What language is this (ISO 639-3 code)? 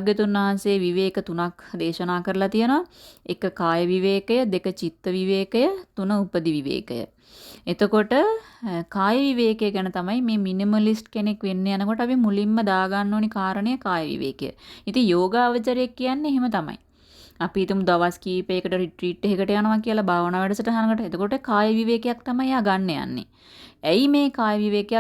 sin